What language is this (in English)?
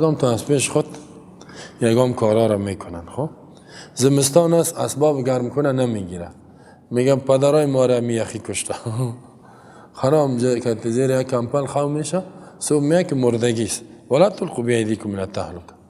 Persian